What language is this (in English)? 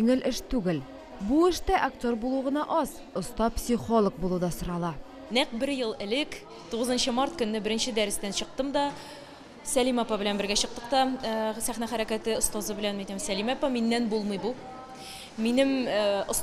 Tatar